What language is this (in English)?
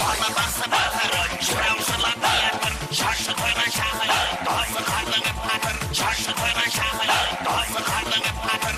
Kara-Kalpak